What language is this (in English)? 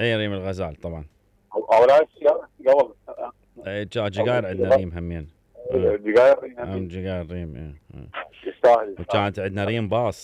Mesopotamian Arabic